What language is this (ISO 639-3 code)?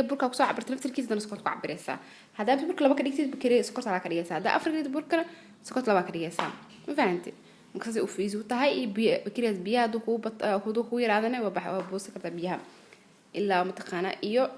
som